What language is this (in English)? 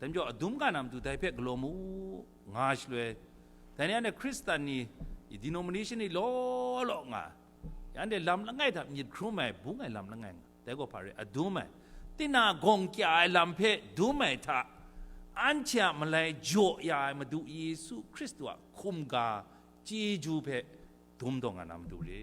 Kachin